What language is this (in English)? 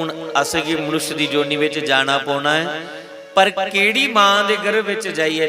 Dogri